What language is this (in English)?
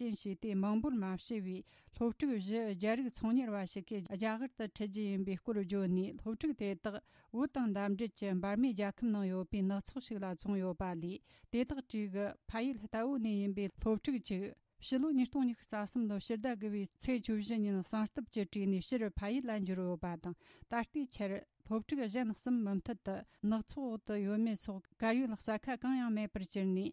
Tibetan